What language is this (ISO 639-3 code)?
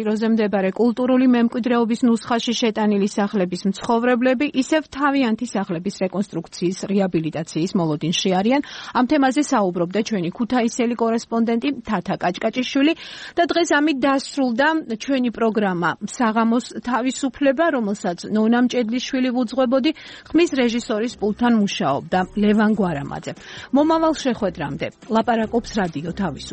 kat